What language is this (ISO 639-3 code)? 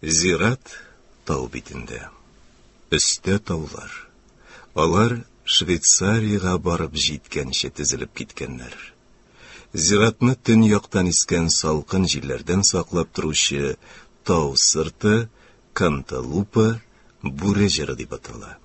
tat